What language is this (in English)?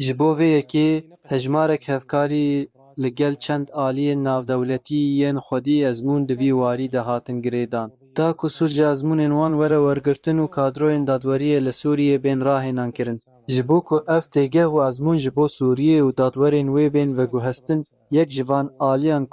Kurdish